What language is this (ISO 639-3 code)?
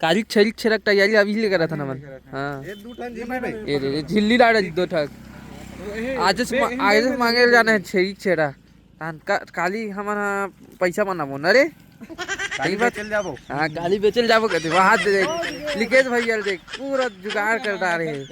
hne